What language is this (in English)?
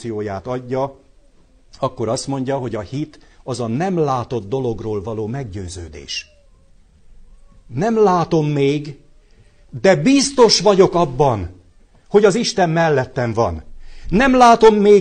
Hungarian